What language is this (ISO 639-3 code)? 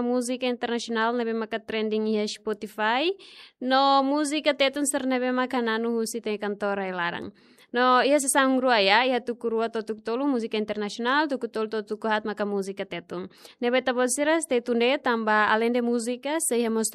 tet